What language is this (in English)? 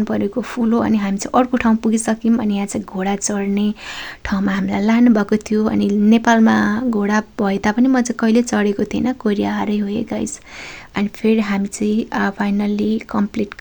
Nepali